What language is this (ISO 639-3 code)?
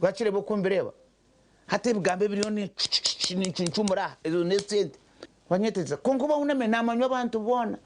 nyn